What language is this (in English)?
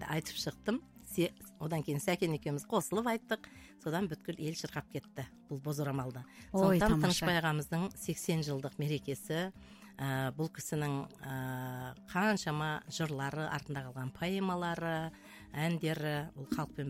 Kazakh